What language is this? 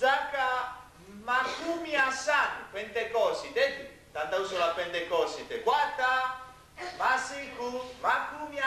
Nyanja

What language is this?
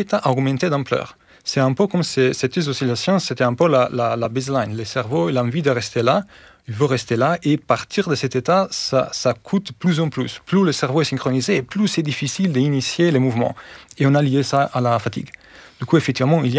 French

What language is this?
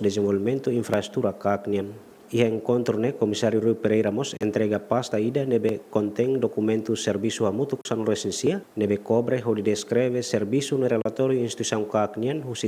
Tetum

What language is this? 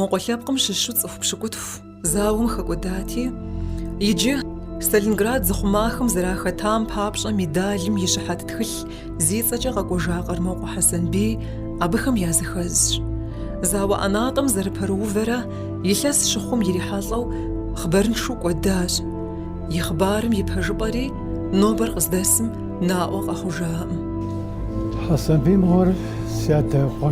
Kabardian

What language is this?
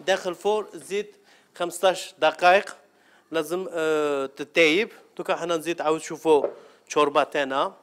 Algerian Arabic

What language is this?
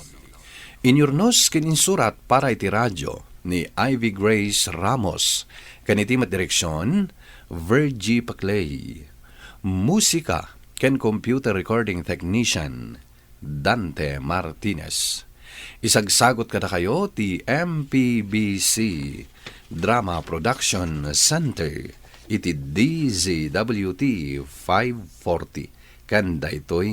Iloko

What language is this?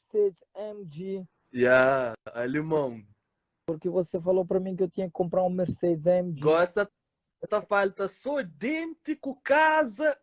Kabuverdianu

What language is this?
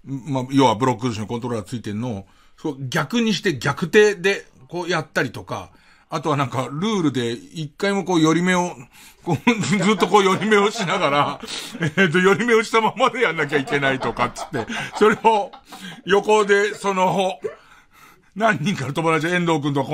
Japanese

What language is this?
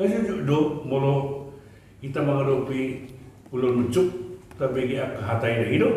Batak Toba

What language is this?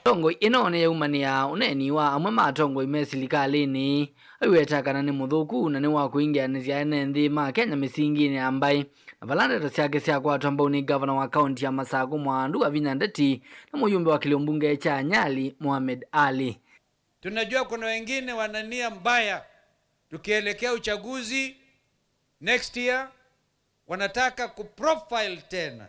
Kamba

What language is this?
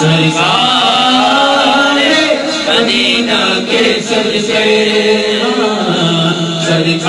Urdu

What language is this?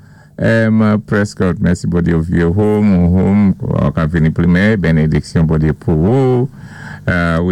Saint Lucian Creole French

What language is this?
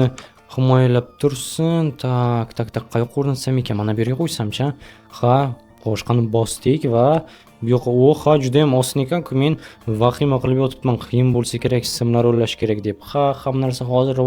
Uzbek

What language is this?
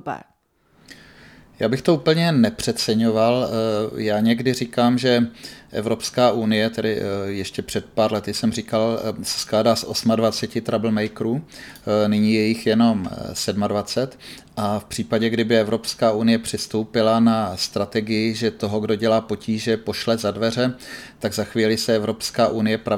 Czech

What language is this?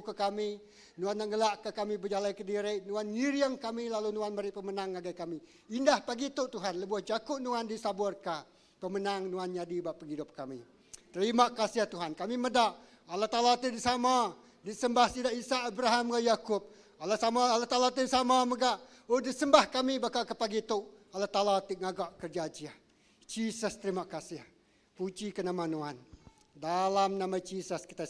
Iban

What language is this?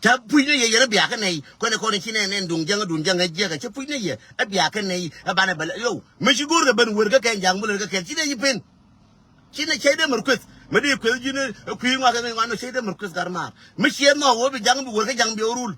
Nuer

